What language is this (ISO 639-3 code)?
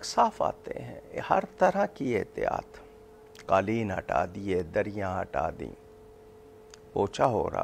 urd